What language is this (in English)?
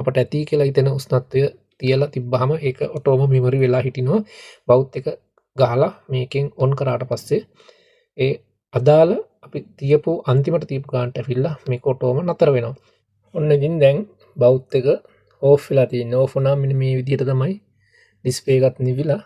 Sinhala